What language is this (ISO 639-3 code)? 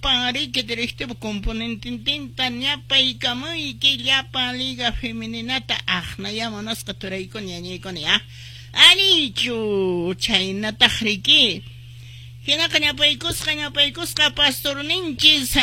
que